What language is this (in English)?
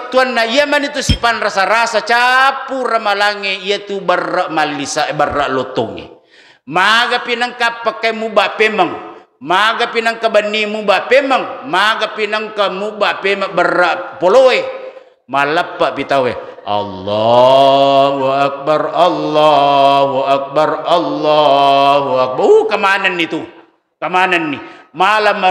Buginese